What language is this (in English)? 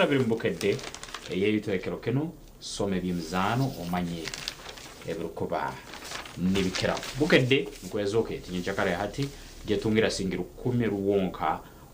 Nyankole